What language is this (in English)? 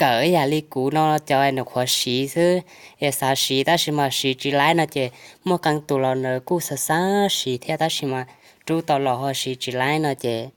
Hmong